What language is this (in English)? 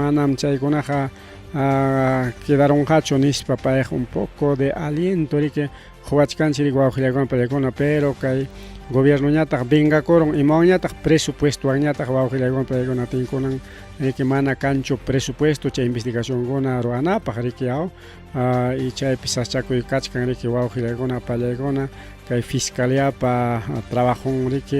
Ayacucho Quechua